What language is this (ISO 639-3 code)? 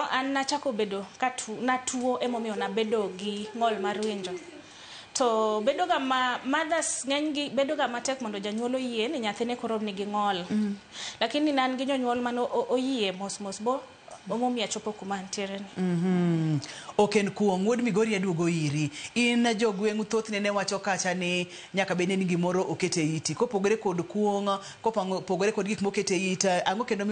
luo